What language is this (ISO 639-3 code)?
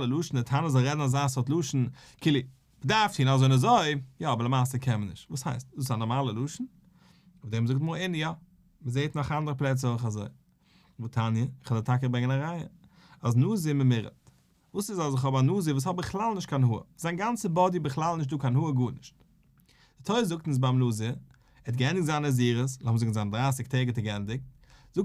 yid